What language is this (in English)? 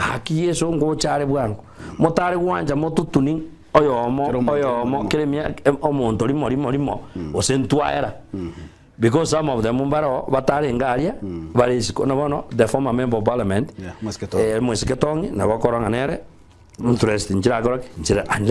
Gusii